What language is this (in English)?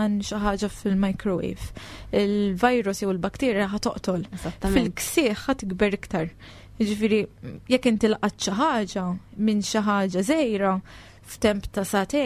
Maltese